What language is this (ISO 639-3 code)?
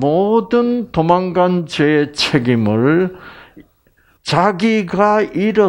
kor